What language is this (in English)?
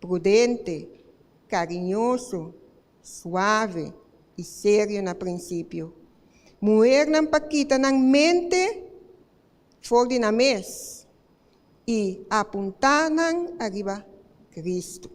Papiamento